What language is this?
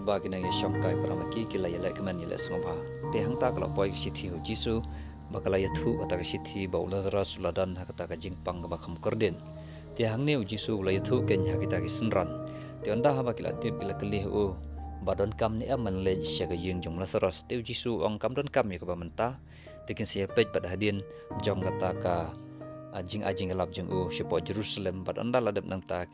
Khasi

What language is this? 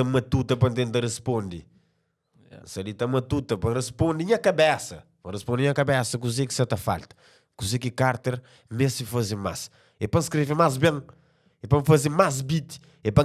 Kabuverdianu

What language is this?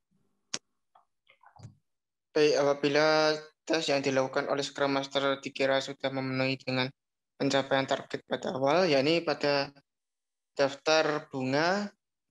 Indonesian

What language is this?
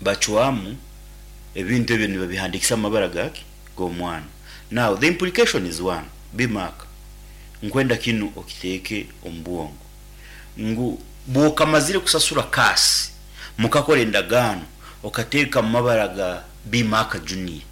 Nyankole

